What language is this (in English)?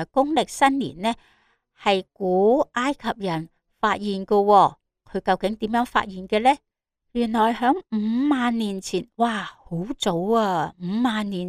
Cantonese